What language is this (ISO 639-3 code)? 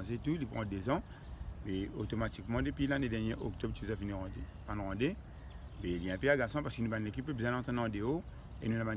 mfe